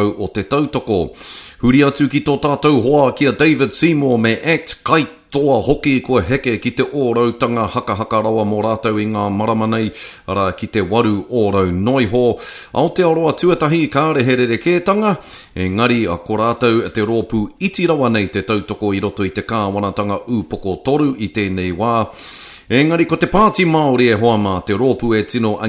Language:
Māori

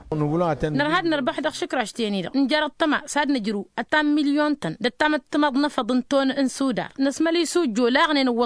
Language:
Tamasheq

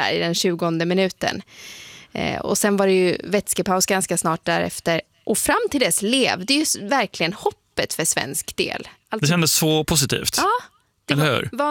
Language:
Swedish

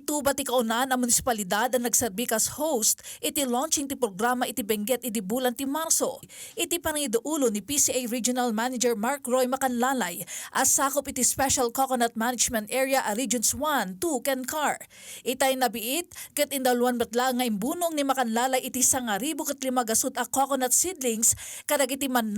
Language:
Iloko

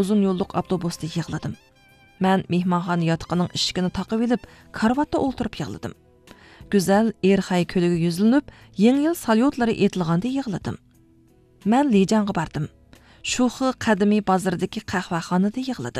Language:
Uyghur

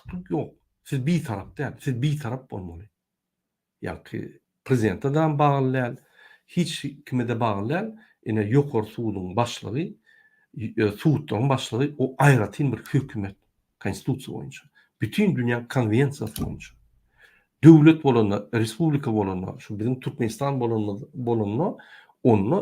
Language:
Turkmen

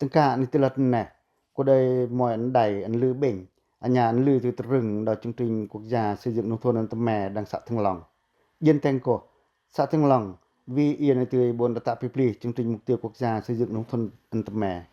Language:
Pacoh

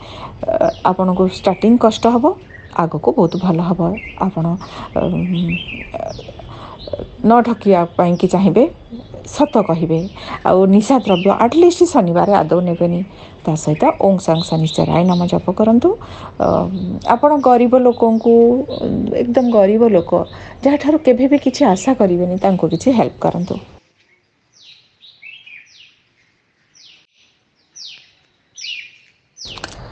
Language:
Odia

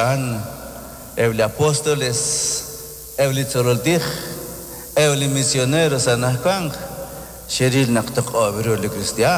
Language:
Kekchí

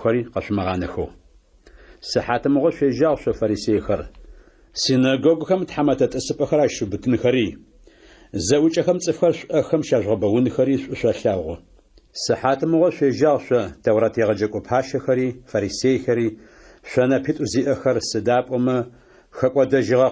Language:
Adyghe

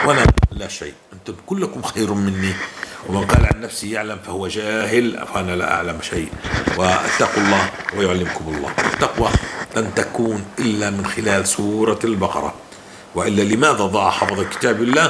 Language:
North Levantine Arabic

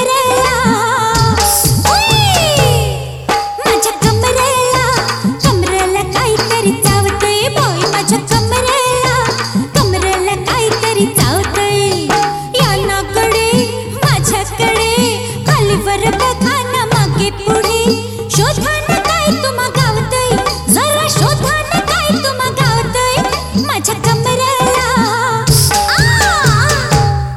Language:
Marathi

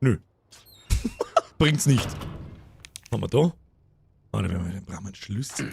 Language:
Bavarian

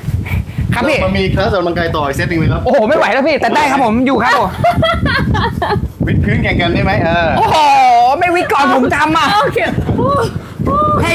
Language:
Thai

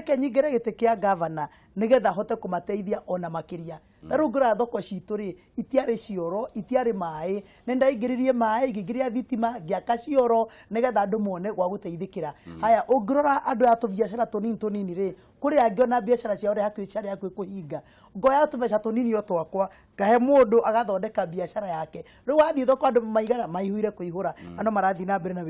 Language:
Kikuyu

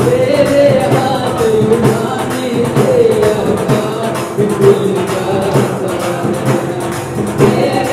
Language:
Hindi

